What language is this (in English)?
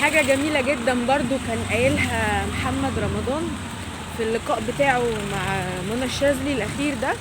Egyptian Arabic